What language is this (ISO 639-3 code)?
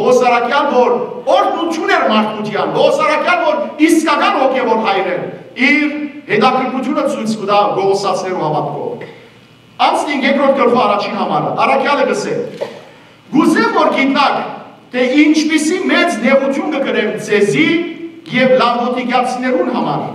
hyw